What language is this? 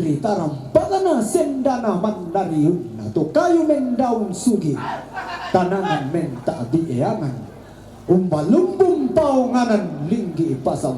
Toraja-Sa'dan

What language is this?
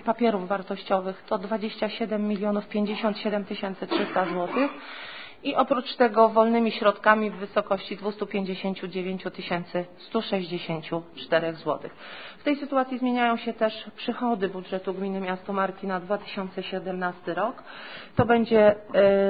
Polish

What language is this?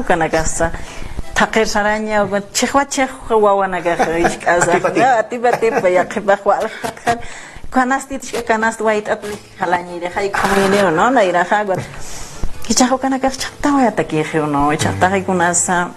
Aymara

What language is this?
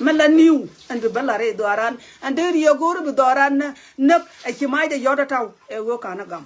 Nuer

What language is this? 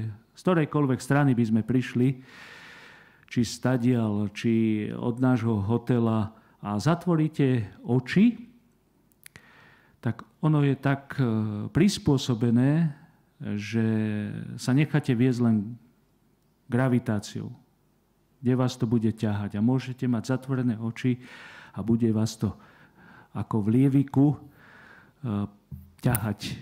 Slovak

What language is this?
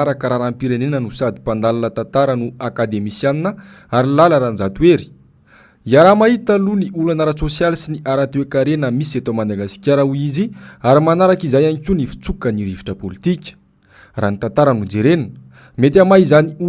Malagasy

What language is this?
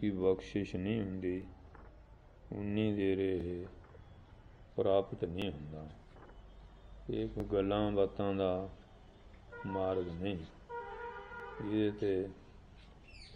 Punjabi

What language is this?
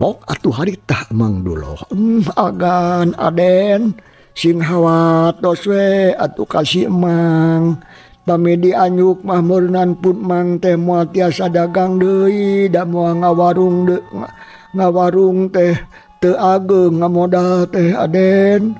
Sundanese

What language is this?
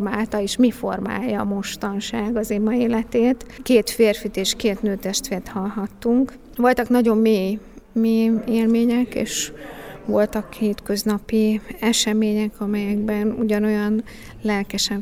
Hungarian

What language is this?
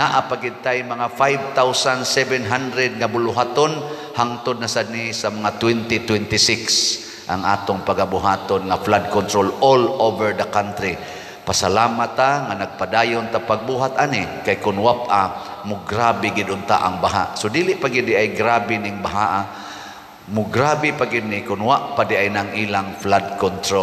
Cebuano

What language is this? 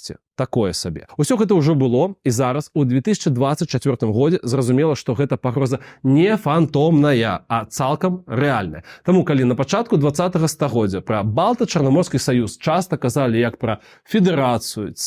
Belarusian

